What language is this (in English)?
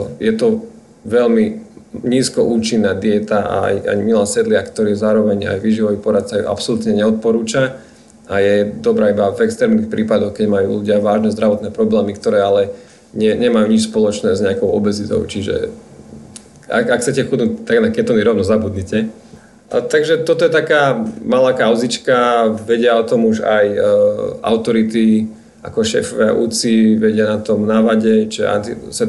Slovak